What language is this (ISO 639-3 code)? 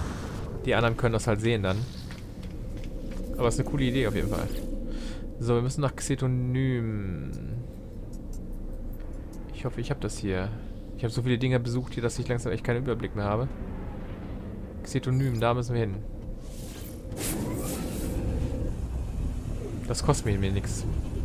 deu